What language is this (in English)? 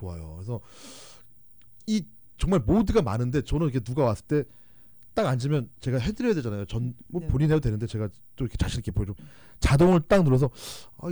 Korean